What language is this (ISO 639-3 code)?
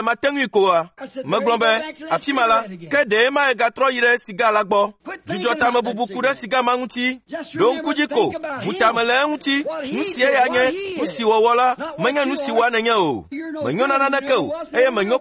ewe